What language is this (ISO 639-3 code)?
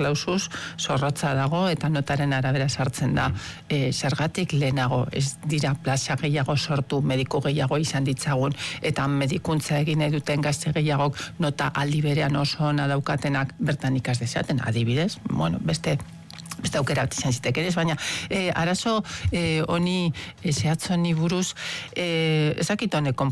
eus